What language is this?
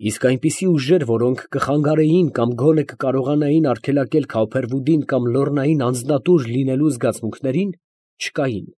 Armenian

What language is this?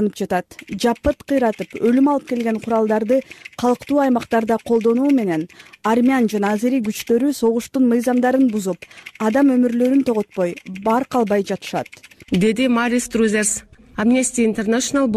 Kyrgyz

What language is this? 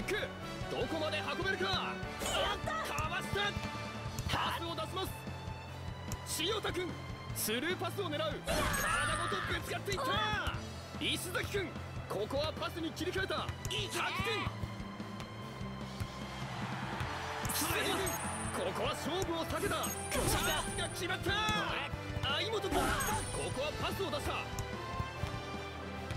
Japanese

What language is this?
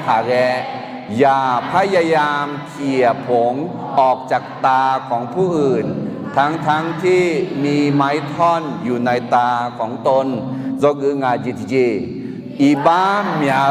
Akha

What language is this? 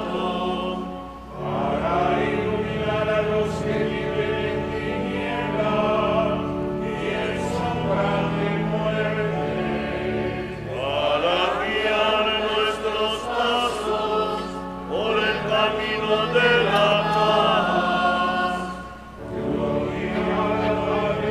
Spanish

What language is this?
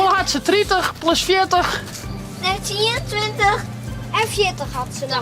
Western Frisian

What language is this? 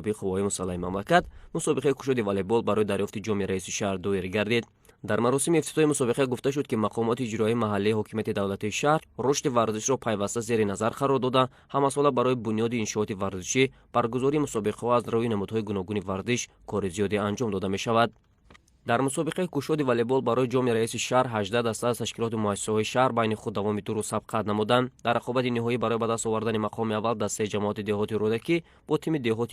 Tajik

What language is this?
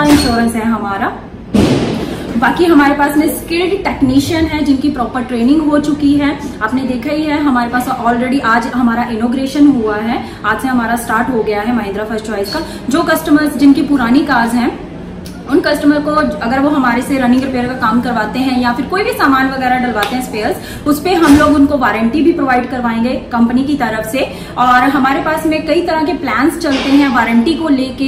Hindi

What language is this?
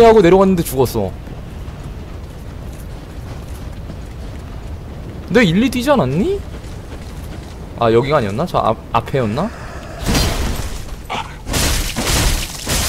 Korean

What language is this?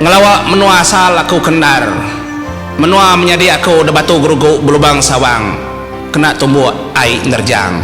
Iban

